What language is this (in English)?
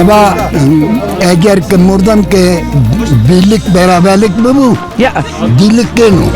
Zaza